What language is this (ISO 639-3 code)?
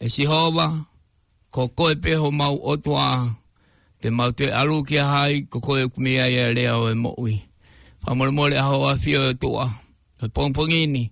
ton